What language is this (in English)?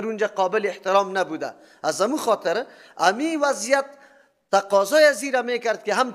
Persian